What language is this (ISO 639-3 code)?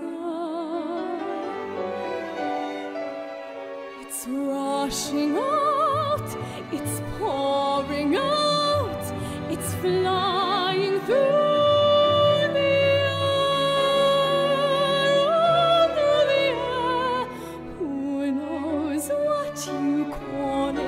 eng